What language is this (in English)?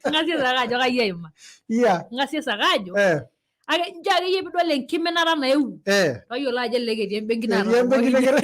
Masai